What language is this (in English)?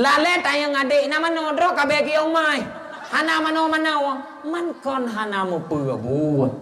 Achinese